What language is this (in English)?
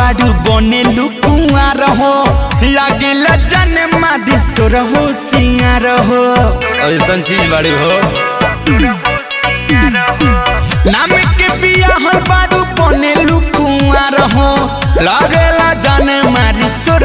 Bhojpuri